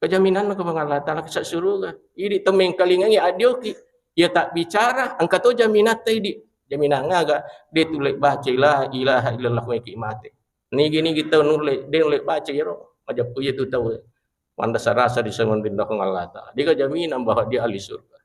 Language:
Buginese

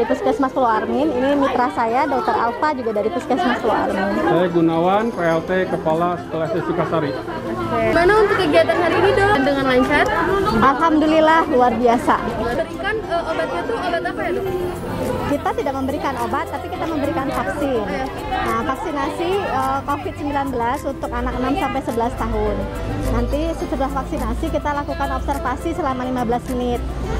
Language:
Indonesian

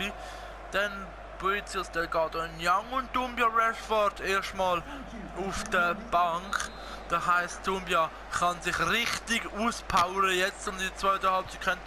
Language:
Swiss German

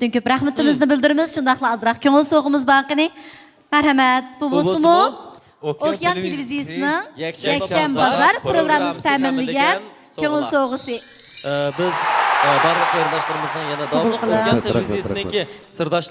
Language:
Uyghur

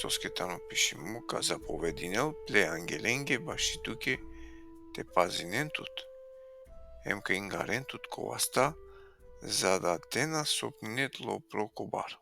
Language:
Balkan Romani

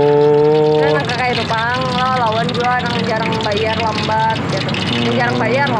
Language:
Banjar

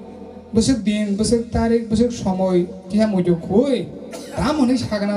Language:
Kok Borok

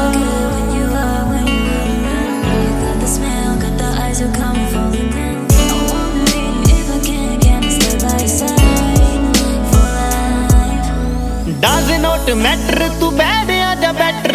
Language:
Punjabi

